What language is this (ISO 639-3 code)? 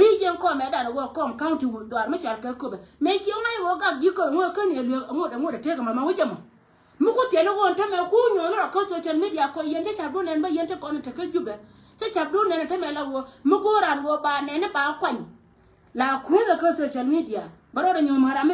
nus